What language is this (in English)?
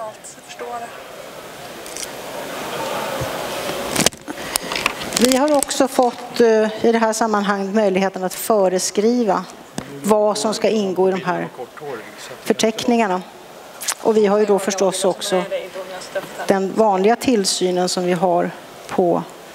Swedish